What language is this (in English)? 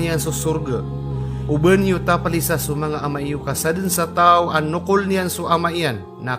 Maranao